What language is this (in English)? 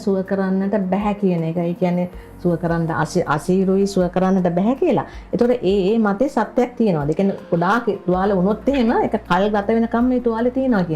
Sinhala